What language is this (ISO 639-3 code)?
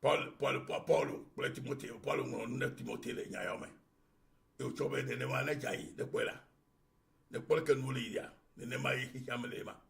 ewe